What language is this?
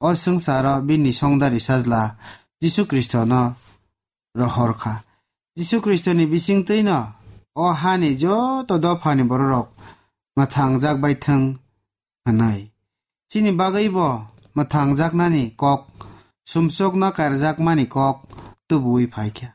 Kok Borok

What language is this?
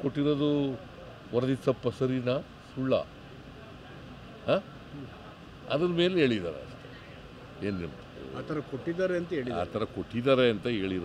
Kannada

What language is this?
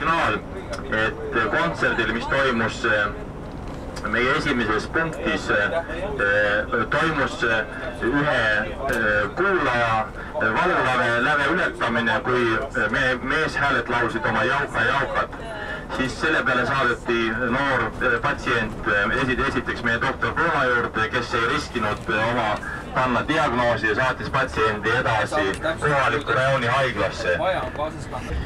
Estonian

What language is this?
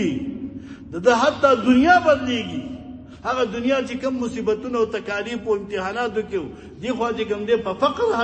Pashto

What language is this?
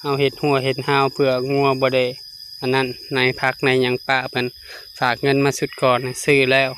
Lao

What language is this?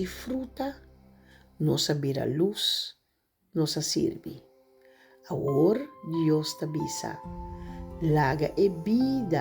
Papiamento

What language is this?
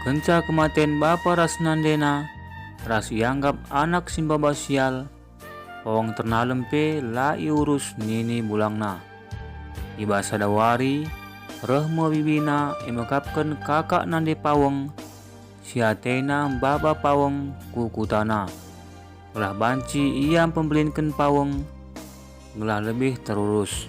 Batak Karo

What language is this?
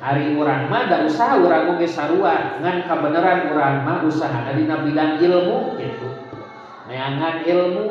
Sundanese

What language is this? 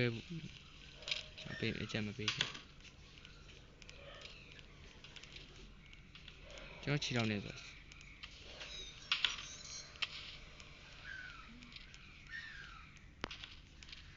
Burmese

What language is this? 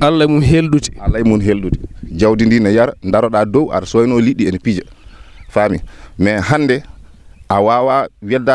Fula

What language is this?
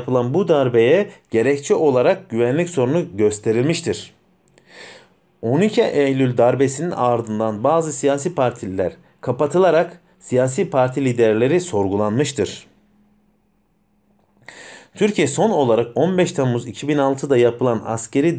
Turkish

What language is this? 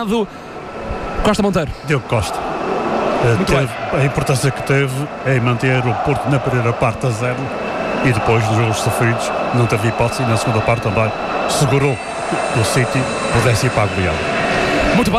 Portuguese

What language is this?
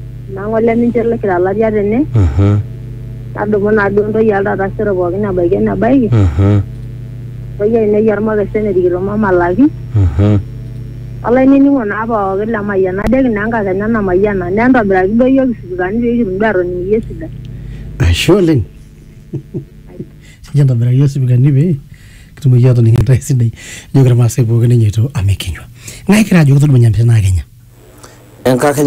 Masai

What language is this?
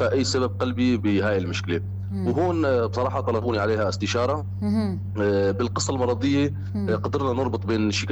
North Levantine Arabic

